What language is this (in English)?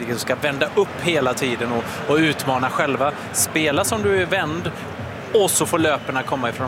Swedish